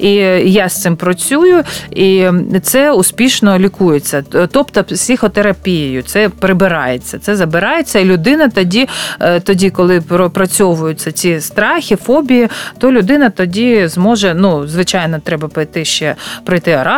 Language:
Ukrainian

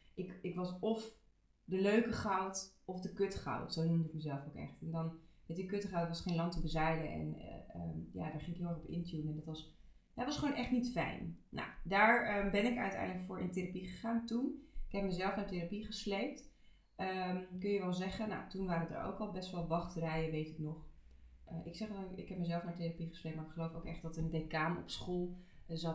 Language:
Dutch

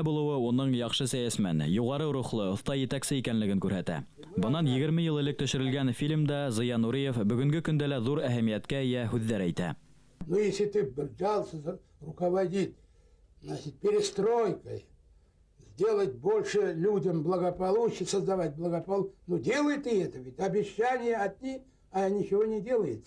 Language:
Bashkir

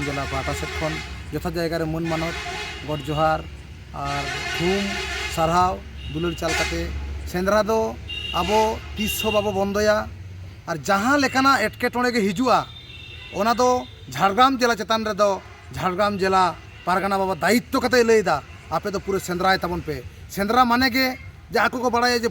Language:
Santali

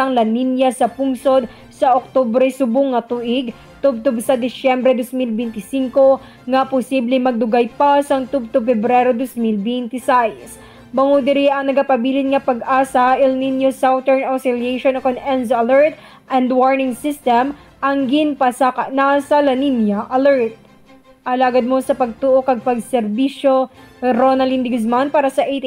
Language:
Hiligaynon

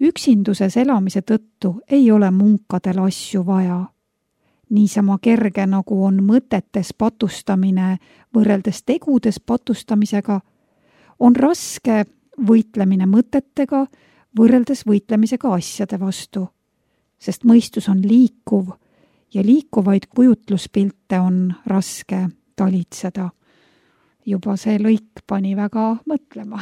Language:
Estonian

